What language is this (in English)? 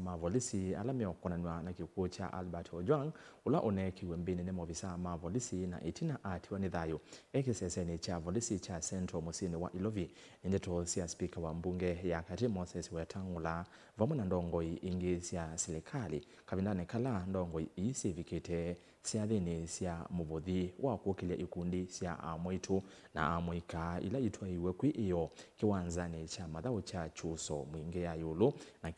Kamba